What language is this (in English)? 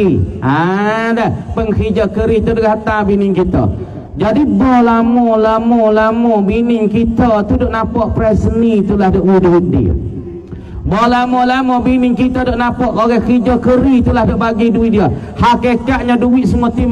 Pattani Malay